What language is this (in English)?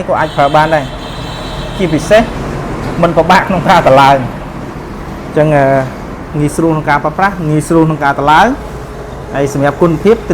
Khmer